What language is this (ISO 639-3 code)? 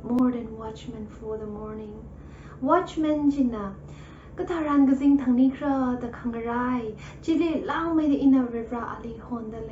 nmf